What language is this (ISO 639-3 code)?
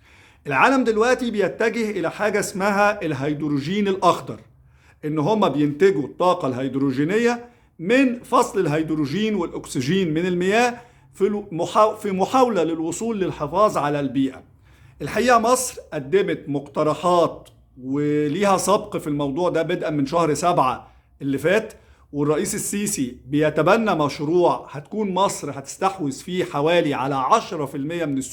arz